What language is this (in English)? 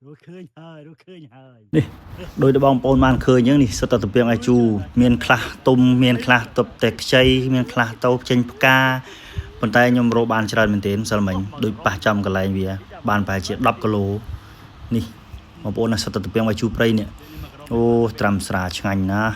Khmer